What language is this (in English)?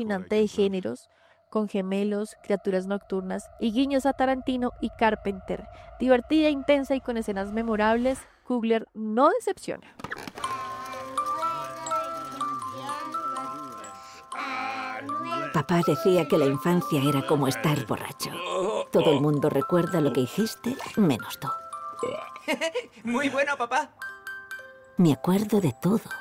Spanish